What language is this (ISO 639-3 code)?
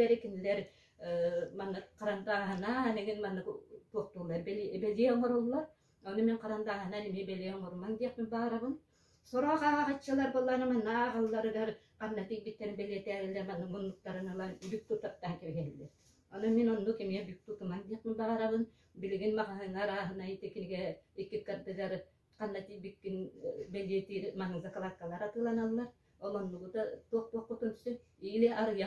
sah